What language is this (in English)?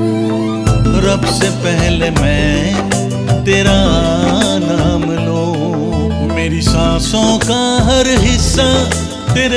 Hindi